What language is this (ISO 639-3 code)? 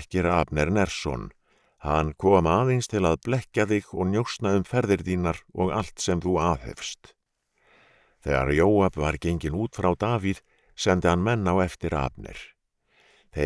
isl